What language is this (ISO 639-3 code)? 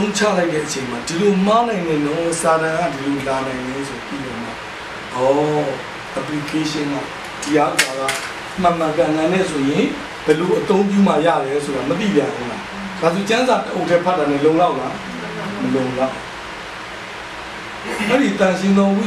mya